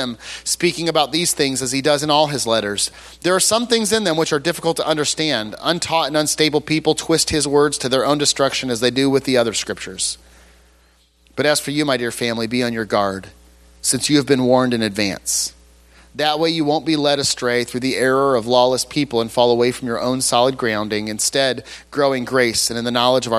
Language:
English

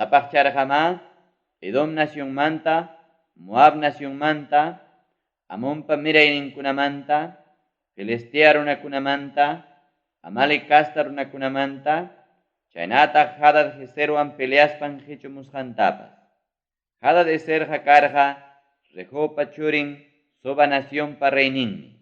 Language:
Ayacucho Quechua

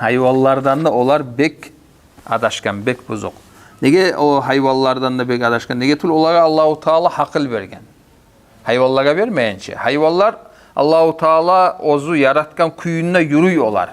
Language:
Kumyk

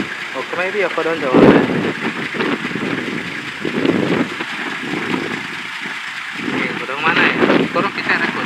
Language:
Swahili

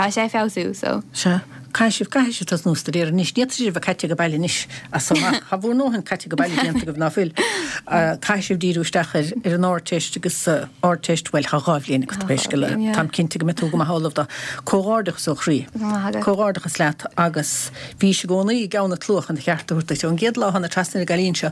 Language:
Irish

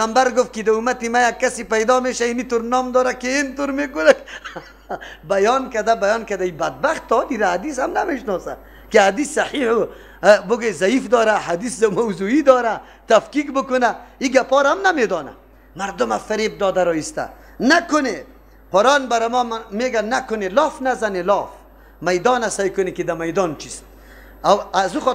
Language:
Persian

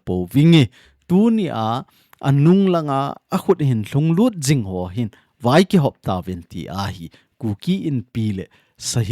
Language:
Thado Chin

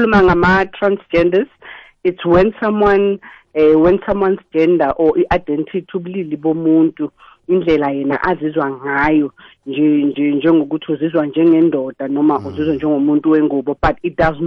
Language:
South Ndebele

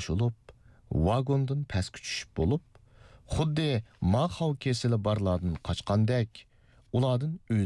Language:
Uyghur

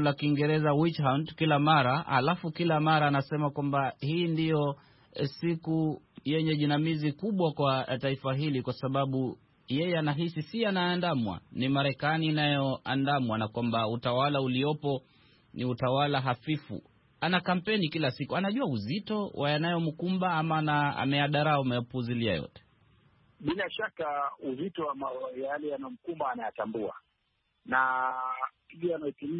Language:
Swahili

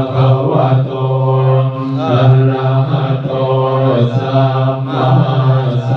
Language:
Pali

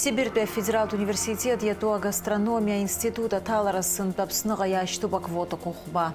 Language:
Abkhazian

